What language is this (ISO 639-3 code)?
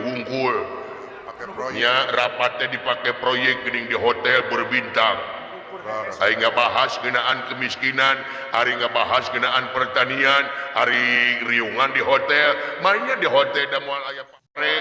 sun